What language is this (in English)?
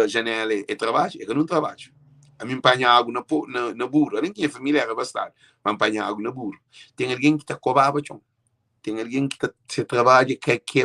Kabuverdianu